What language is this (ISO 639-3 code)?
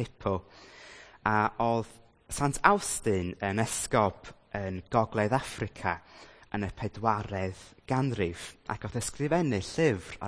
cym